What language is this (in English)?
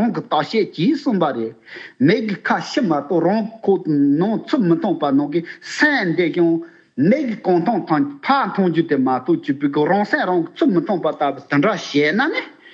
Tibetan